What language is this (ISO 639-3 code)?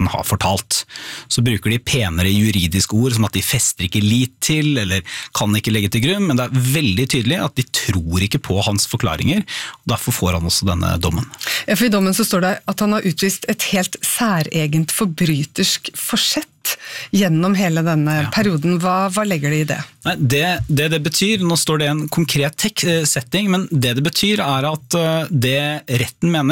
nor